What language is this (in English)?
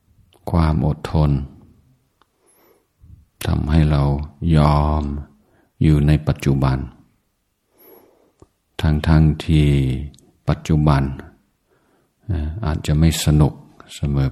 Thai